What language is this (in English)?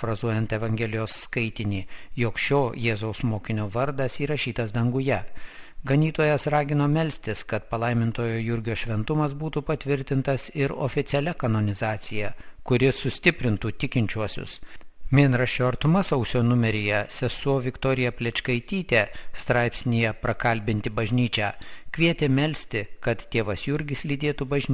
Lithuanian